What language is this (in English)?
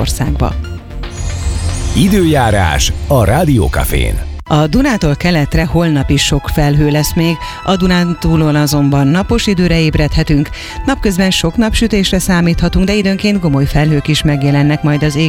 Hungarian